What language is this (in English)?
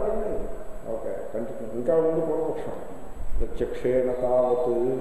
Telugu